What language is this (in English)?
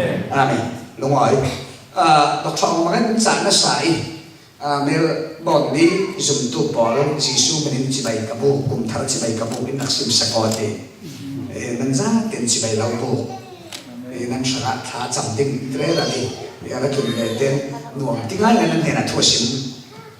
Falam Chin